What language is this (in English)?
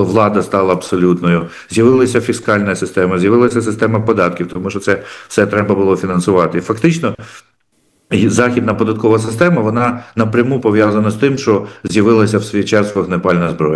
Ukrainian